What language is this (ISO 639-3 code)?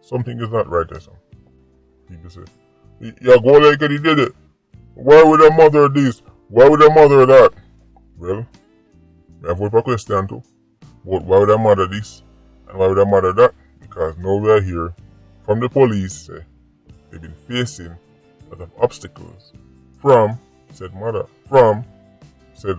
jam